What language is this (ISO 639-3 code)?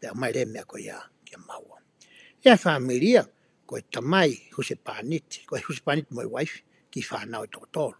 ton